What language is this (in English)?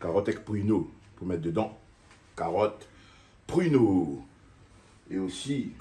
Réunion Creole French